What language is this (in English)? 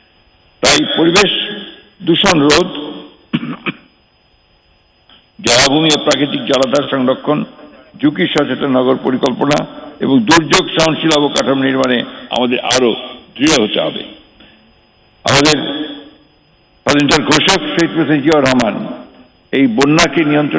Bangla